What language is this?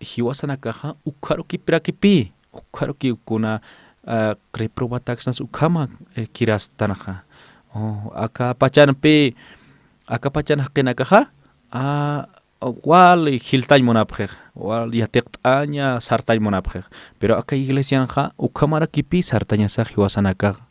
Aymara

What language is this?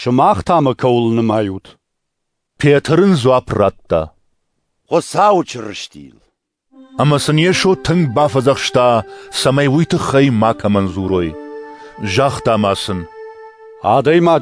Ossetic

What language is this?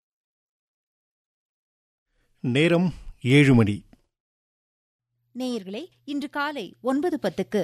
Tamil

